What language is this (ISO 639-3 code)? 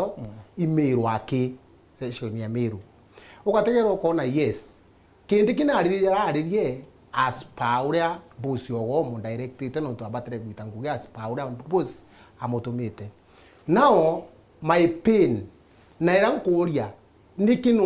mer